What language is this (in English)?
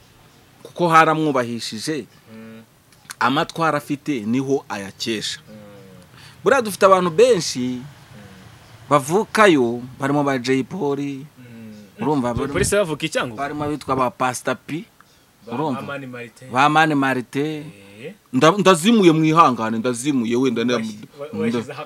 Kinyarwanda